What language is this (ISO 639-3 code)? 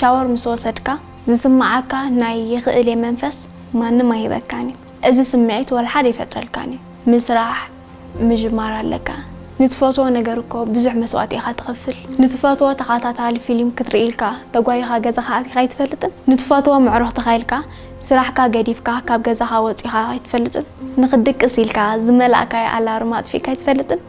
tir